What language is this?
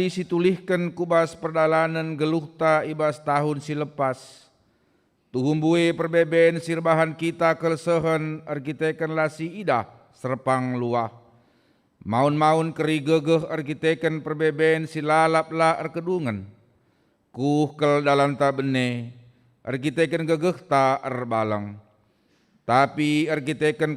Batak Karo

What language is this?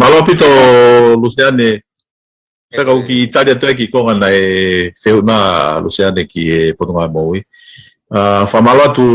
Tongan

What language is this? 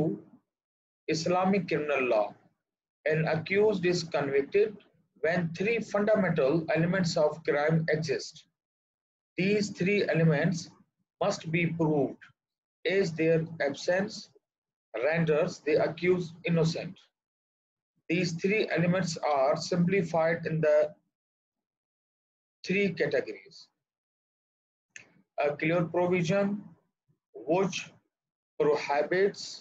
Urdu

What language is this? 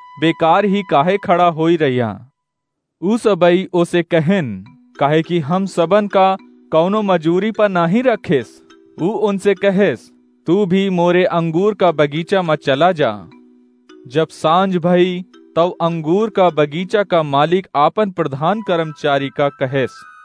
Awadhi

